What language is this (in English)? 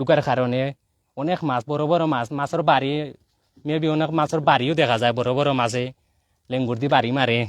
Sylheti